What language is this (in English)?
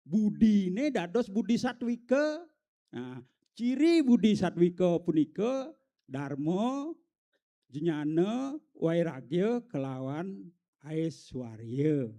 Balinese